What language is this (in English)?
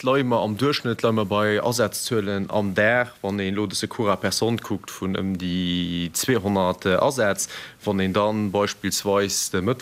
Luxembourgish